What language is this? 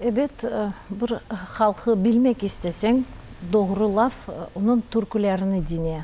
Crimean Tatar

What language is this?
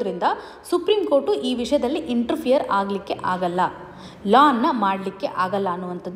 Kannada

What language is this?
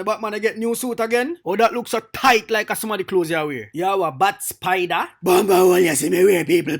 Jamaican Creole English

